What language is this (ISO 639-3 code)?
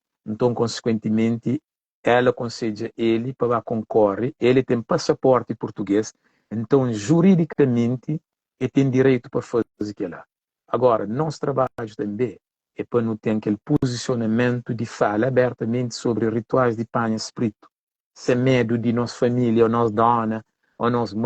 kea